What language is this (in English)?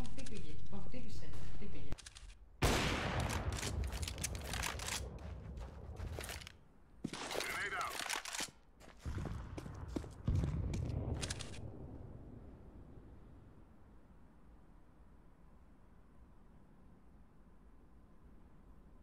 Greek